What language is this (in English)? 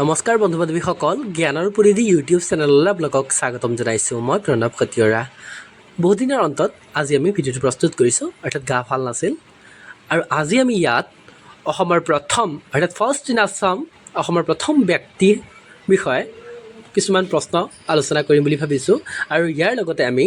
Assamese